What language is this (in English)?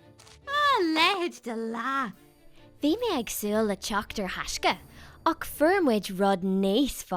Irish